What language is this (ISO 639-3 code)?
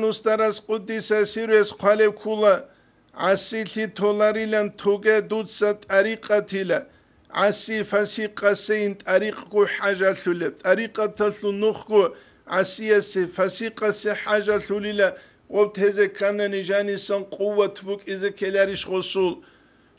ava